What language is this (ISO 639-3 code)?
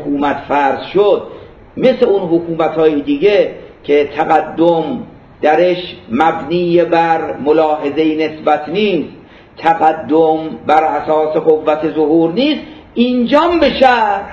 fas